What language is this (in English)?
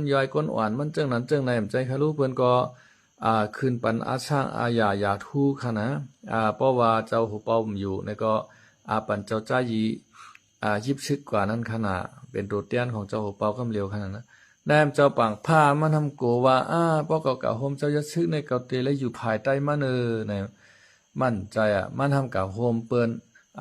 Shan